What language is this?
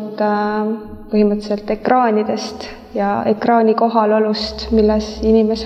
Estonian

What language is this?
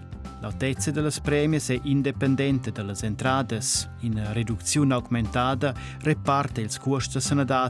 Romansh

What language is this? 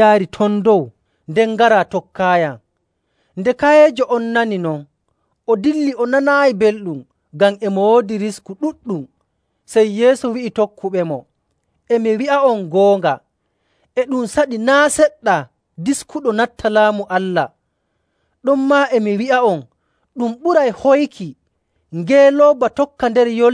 Nigerian Fulfulde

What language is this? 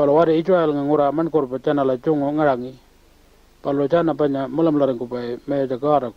Pitjantjatjara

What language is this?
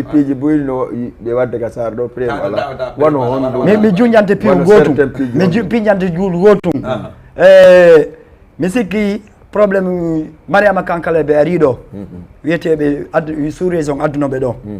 Fula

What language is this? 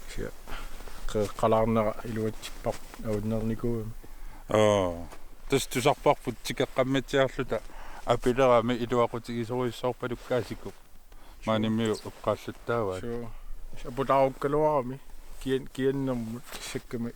Kalaallisut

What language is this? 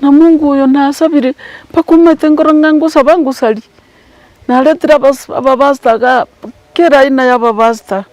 Gusii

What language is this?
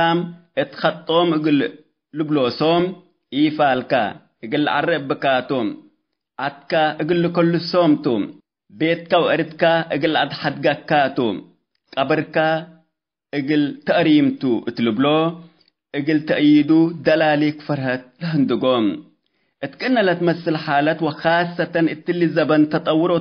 Tigre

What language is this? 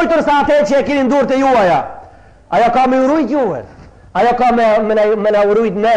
Albanian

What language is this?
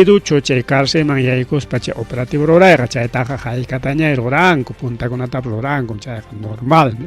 Ayacucho Quechua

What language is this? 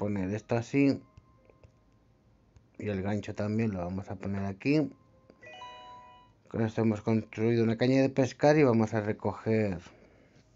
Spanish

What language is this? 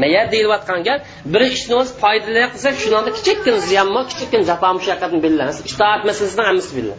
Uyghur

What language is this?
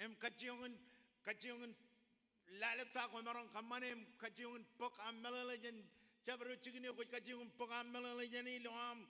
Marshallese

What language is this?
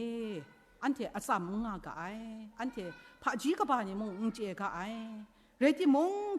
Kachin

